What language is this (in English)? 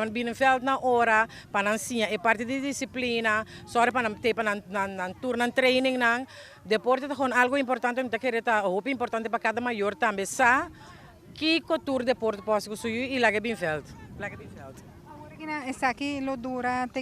Papiamento